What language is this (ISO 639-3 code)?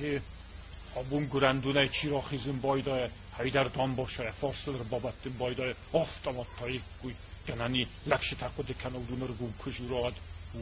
oss